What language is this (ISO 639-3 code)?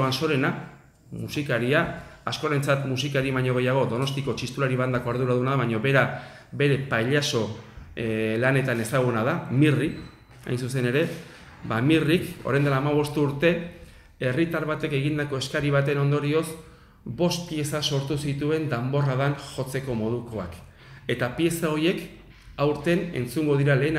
eus